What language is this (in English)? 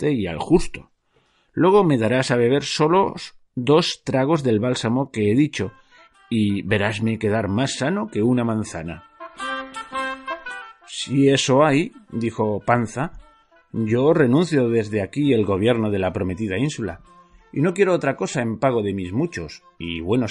Spanish